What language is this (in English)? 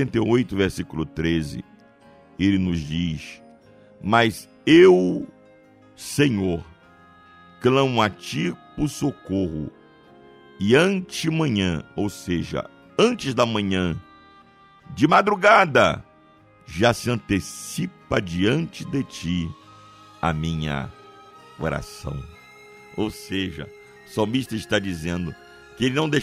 Portuguese